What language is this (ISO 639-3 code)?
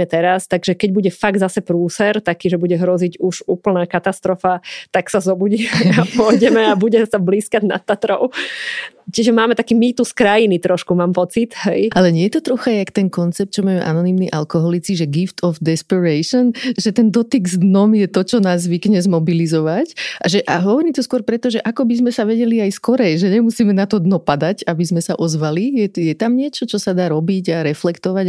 slk